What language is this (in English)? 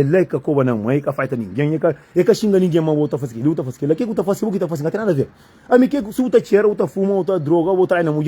Kabuverdianu